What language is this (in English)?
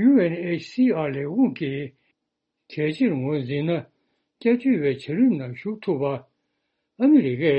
Tibetan